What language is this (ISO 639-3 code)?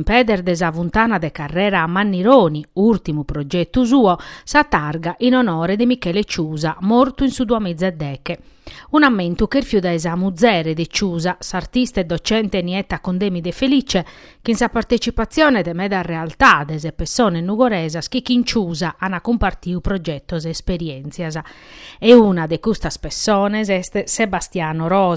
srd